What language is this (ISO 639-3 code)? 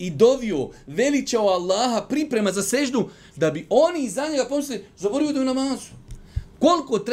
bos